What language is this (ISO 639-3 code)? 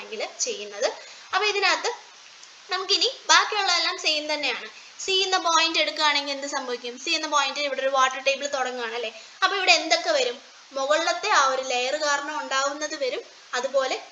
mal